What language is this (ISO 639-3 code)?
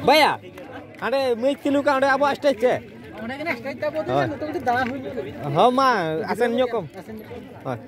sat